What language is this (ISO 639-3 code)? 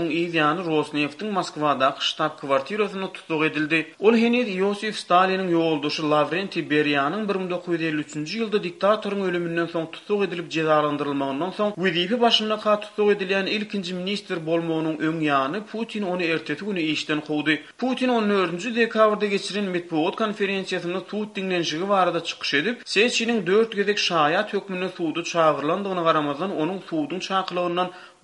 tuk